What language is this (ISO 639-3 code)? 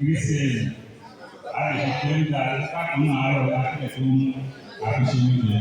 yor